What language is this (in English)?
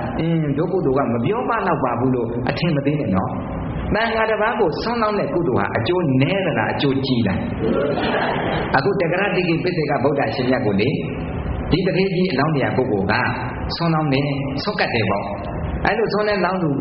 Burmese